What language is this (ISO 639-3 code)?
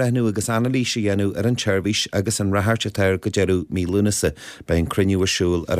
gle